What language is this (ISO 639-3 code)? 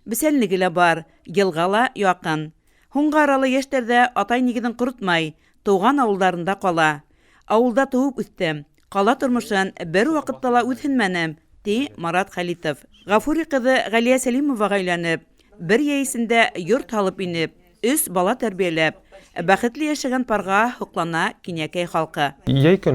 bak